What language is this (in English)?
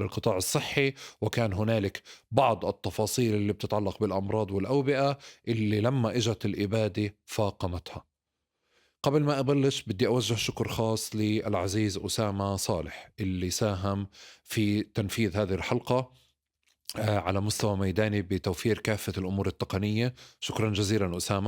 North Levantine Arabic